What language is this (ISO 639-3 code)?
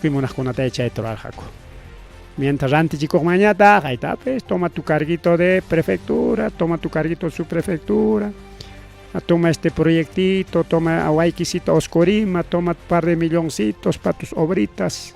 quy